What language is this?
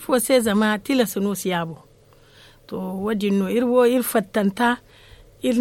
Zarma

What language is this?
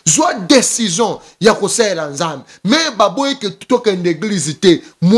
Lingala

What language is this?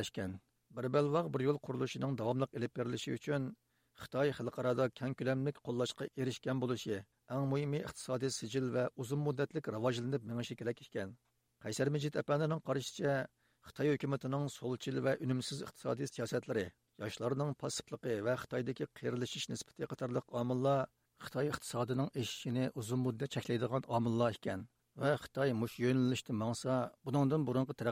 Uyghur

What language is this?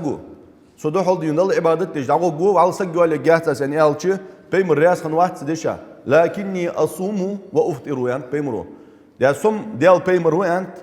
Ingush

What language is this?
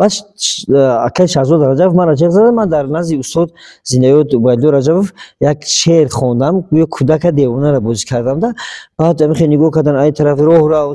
Tajik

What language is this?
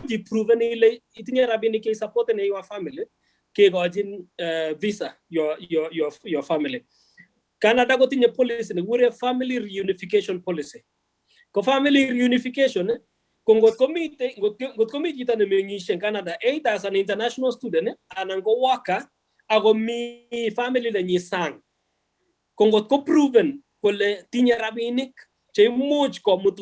Kalenjin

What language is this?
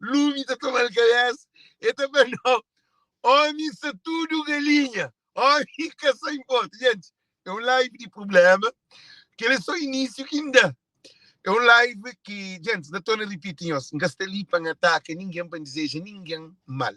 Kabuverdianu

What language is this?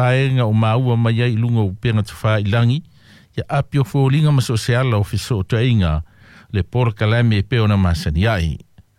Samoan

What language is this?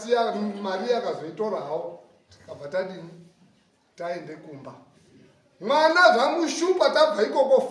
Shona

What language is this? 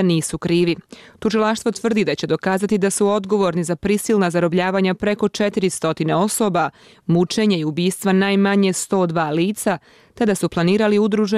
Bosnian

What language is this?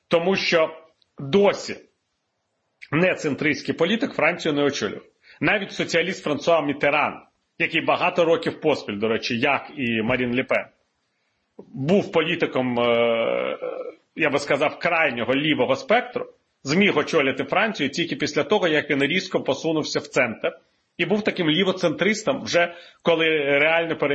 Ukrainian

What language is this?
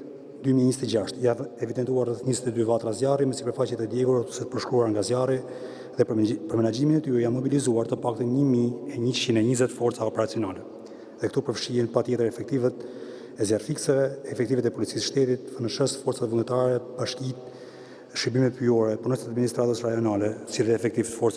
Albanian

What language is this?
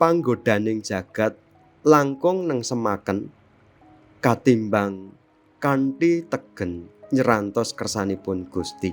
Javanese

